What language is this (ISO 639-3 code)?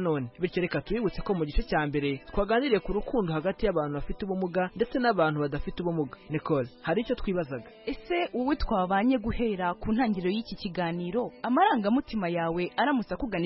kin